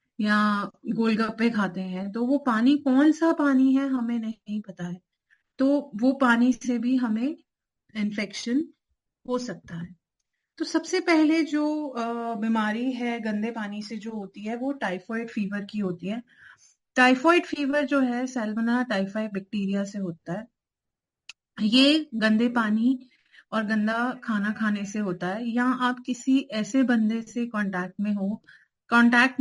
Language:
Hindi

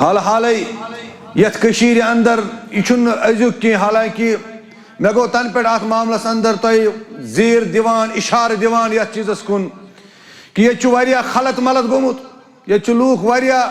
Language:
Kashmiri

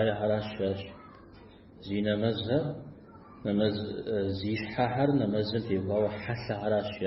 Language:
Kabardian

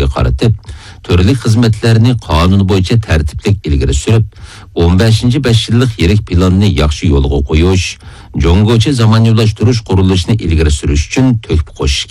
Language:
Uyghur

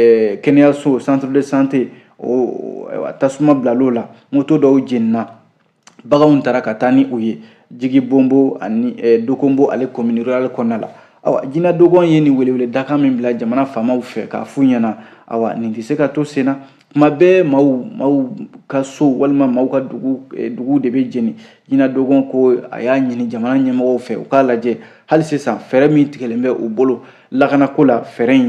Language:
Bambara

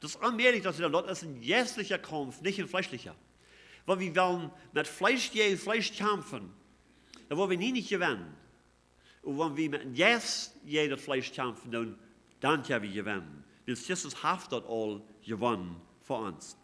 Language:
Plautdietsch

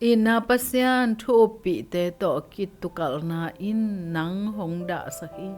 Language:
Tedim Chin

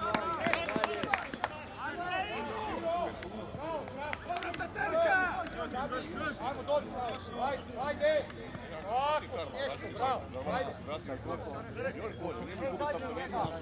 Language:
Croatian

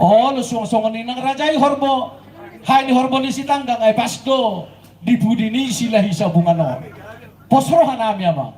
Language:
Batak Toba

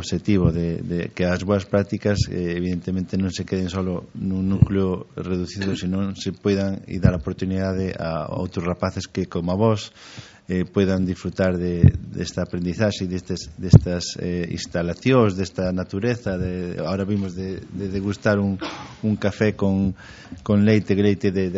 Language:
Galician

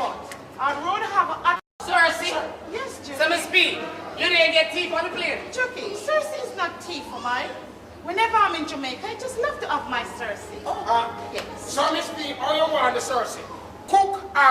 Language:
Jamaican Creole English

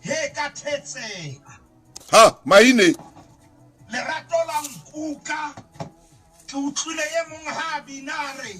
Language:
Southern Sotho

